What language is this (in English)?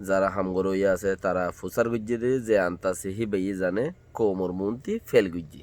Rohingya